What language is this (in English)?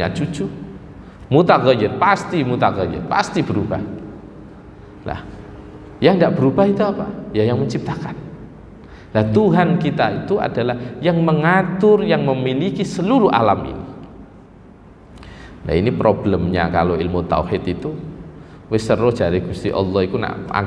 Indonesian